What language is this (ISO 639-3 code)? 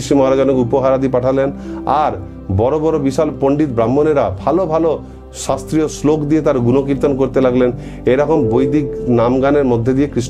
ben